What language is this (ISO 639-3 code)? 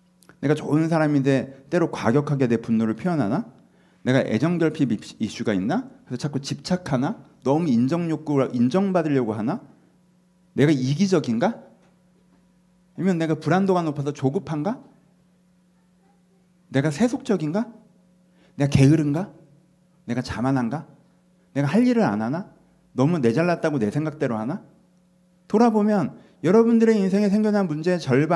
kor